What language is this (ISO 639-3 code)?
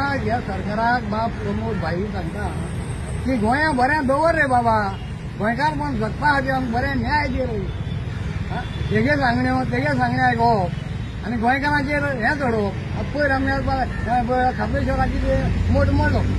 kok